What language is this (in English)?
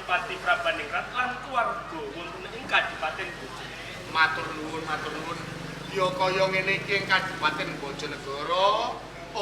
Javanese